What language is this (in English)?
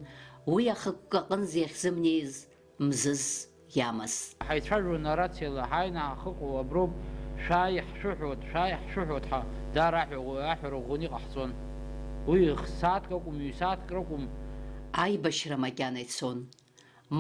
Abkhazian